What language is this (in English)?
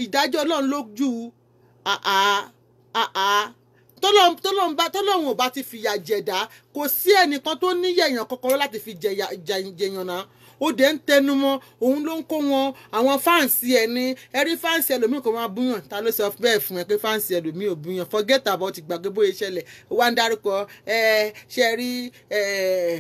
Yoruba